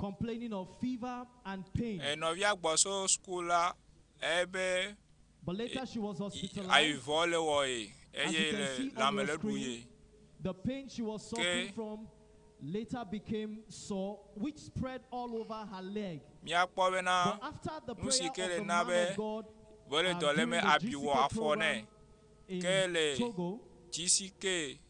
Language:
Ewe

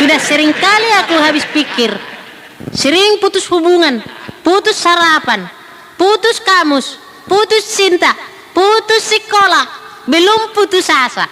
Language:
Batak Toba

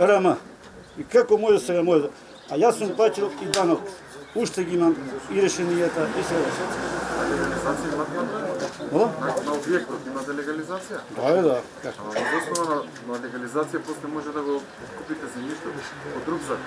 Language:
Macedonian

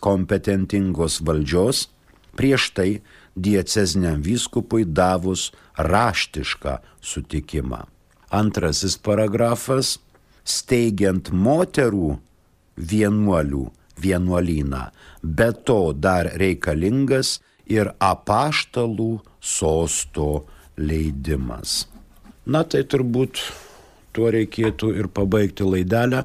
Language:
Lithuanian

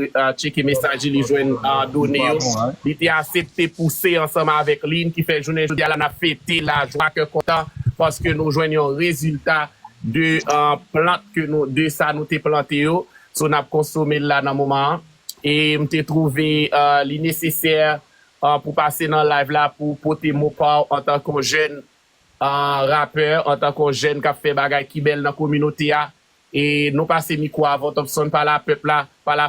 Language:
Haitian Creole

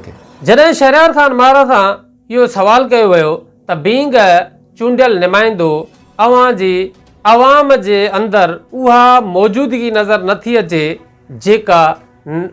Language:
Sindhi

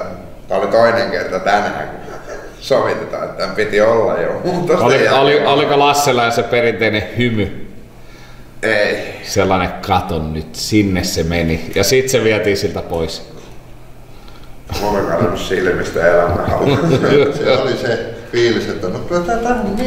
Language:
Finnish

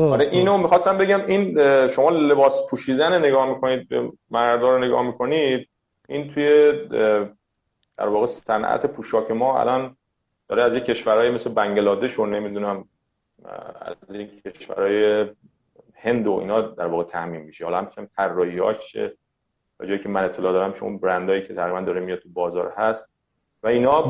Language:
Persian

